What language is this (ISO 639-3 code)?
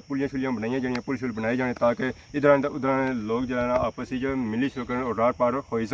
phr